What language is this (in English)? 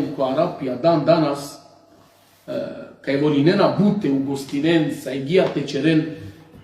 Balkan Romani